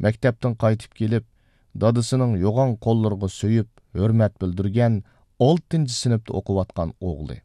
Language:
Uyghur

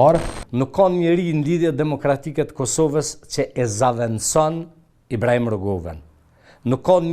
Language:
Albanian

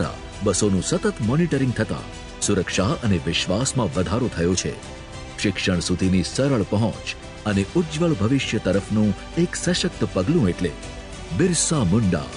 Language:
Gujarati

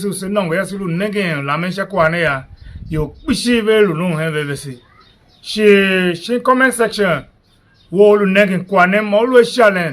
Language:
Tiv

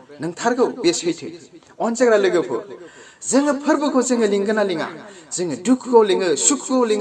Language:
Bodo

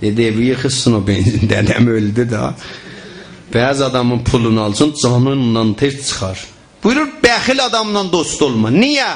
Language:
South Azerbaijani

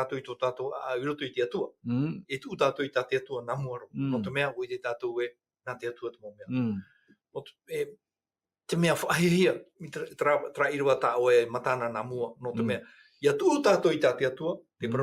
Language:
Tahitian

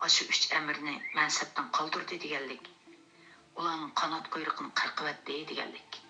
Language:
Uyghur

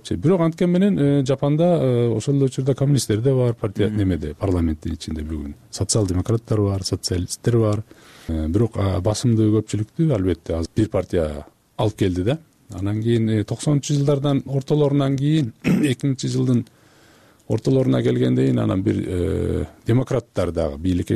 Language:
Kyrgyz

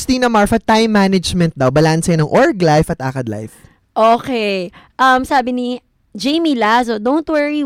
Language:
Filipino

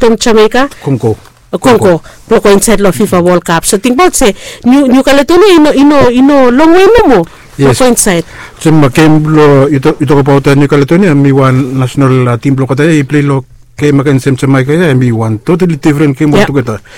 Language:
Bislama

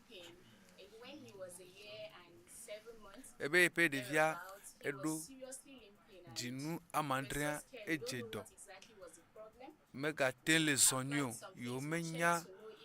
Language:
Ewe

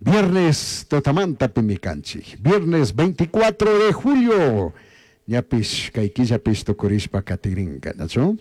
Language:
Chimborazo Highland Quichua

